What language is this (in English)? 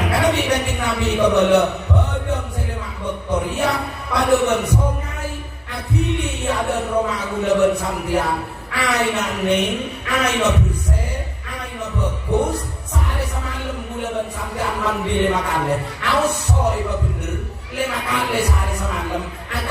Madurese